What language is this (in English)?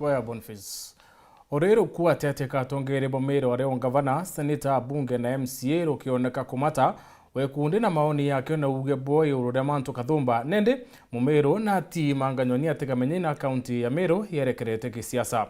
Meru